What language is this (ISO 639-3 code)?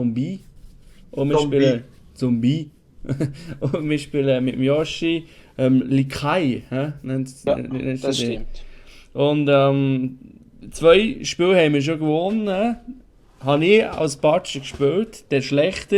gsw